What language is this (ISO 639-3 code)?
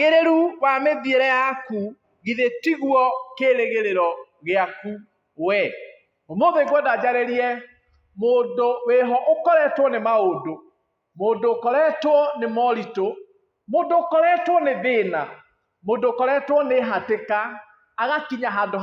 kik